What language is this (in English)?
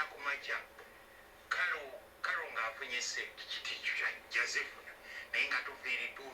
Ganda